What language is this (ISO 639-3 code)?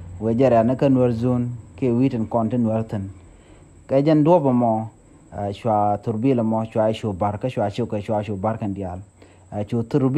nus